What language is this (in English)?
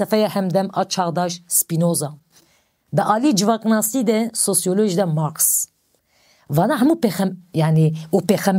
Kurdish